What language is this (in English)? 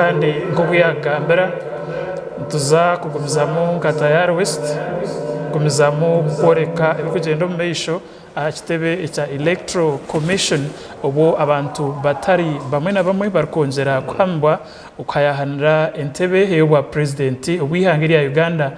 Nyankole